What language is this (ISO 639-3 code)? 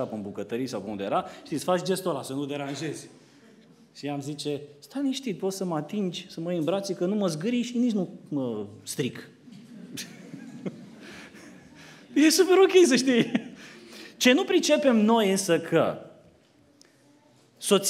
ron